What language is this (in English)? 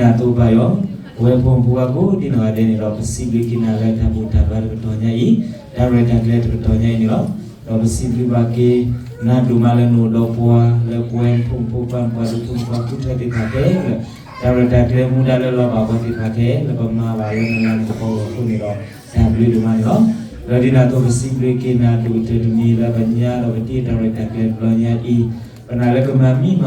S'gaw Karen